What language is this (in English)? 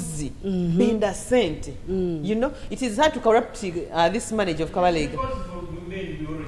Nyoro